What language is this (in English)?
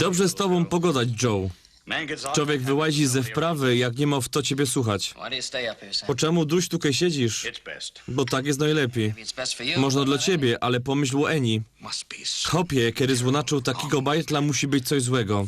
Silesian